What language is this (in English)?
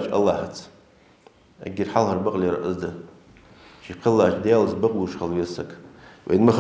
Ingush